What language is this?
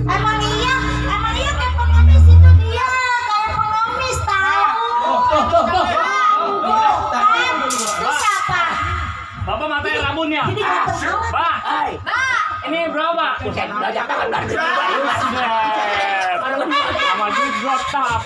Betawi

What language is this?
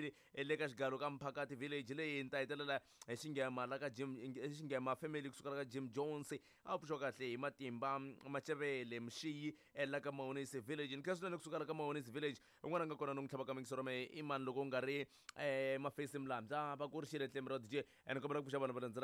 Tsonga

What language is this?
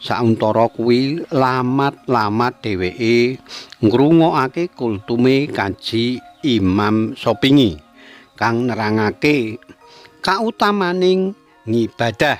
Javanese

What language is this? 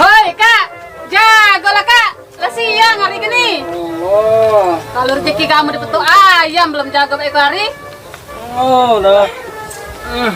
Musi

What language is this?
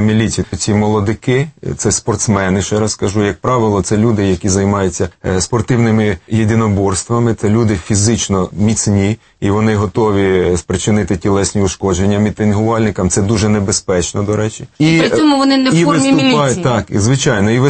Ukrainian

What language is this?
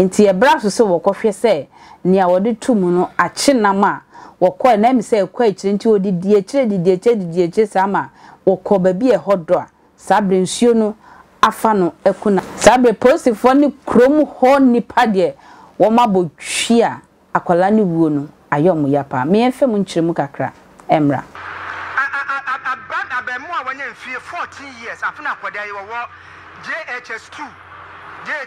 Akan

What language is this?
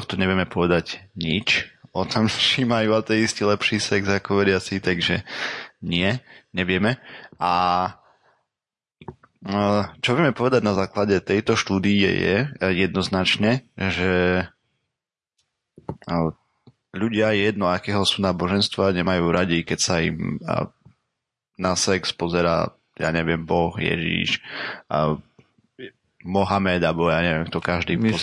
Slovak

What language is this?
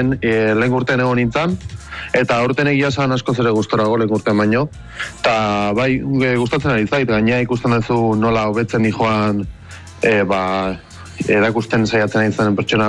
Basque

